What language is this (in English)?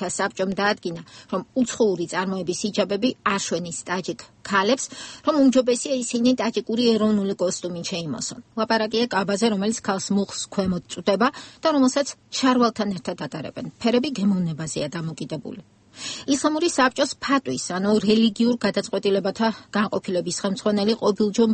Georgian